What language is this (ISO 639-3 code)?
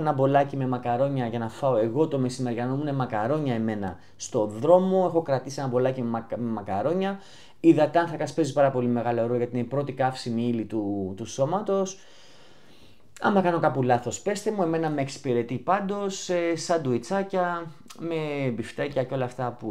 ell